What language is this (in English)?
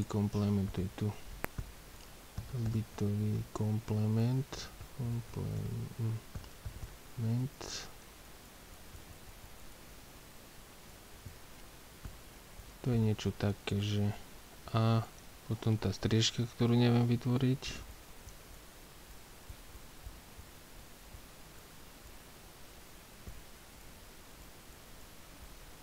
Slovak